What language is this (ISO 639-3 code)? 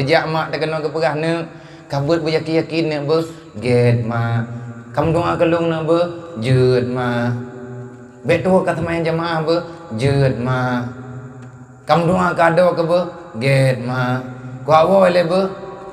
ace